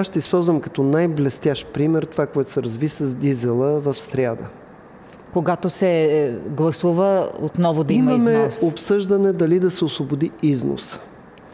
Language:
Bulgarian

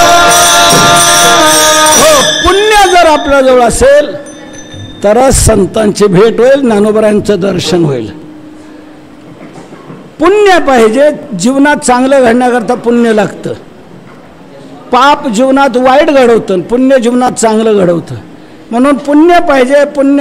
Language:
Marathi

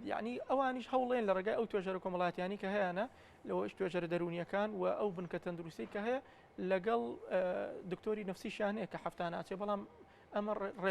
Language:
Central Kurdish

